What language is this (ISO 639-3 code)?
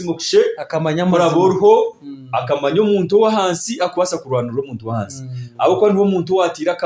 nyn